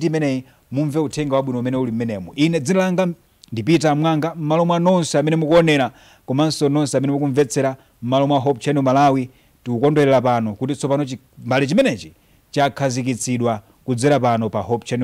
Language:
Nyanja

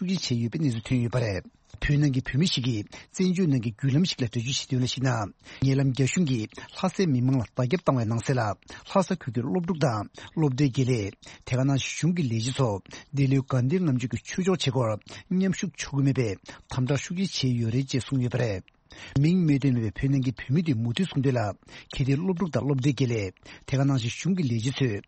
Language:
Tibetan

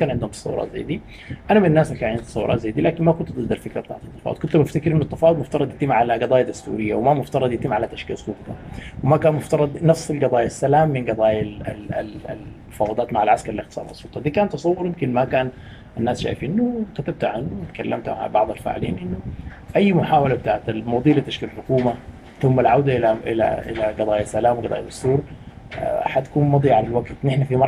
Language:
Sudanese Arabic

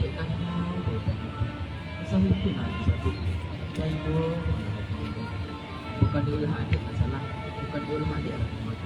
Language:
Minangkabau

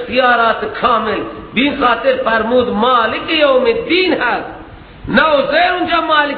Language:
Persian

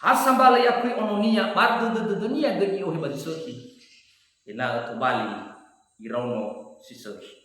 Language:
Nias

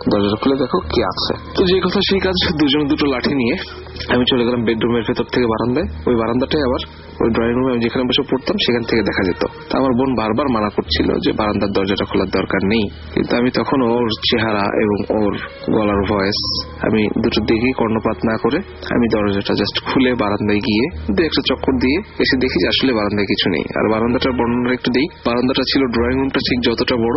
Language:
Bangla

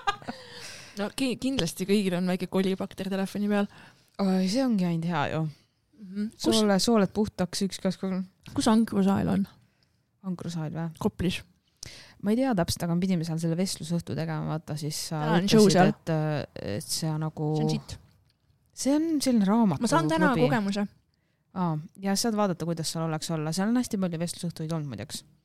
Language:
Estonian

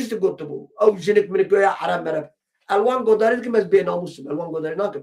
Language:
Kurdish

